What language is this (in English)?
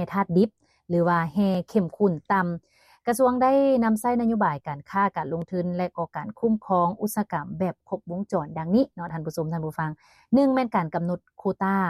Lao